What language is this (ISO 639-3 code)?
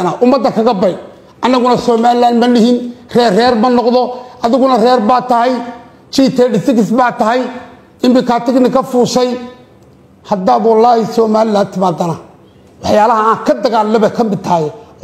som